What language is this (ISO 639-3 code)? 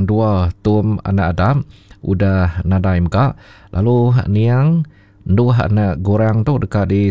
iba